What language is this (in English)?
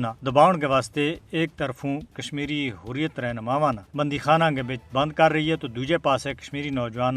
Gujari